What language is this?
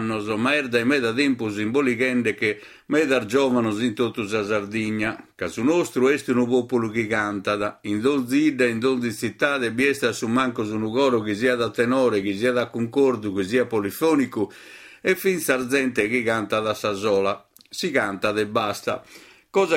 Sardinian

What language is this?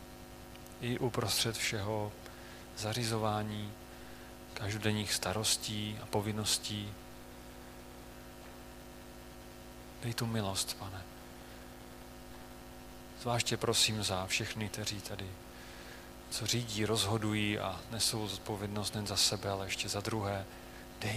Czech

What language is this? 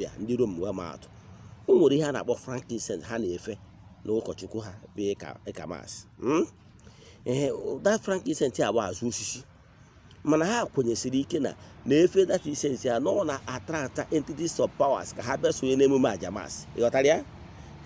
Igbo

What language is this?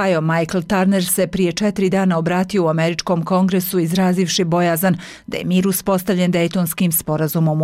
Bosnian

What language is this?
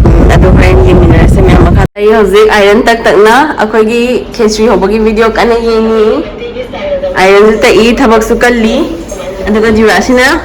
Manipuri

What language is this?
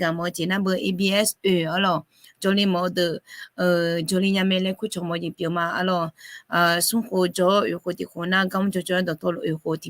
Akha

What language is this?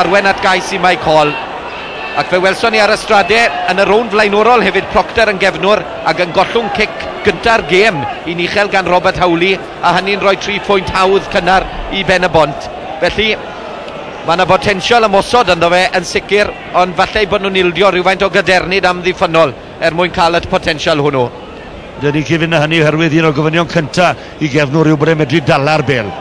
Welsh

